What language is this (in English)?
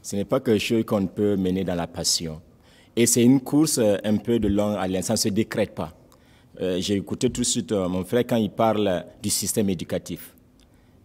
French